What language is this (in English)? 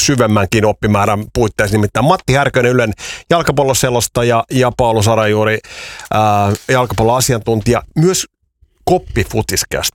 Finnish